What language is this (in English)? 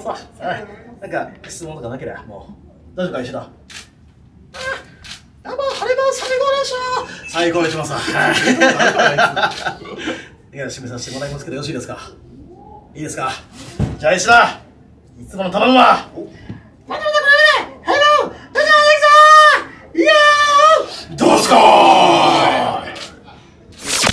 Japanese